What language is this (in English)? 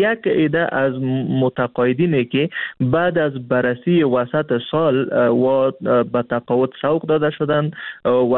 Persian